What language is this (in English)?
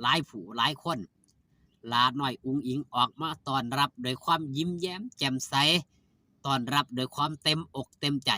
Northeastern Thai